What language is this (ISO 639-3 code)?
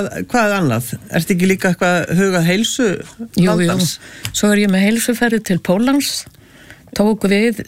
isl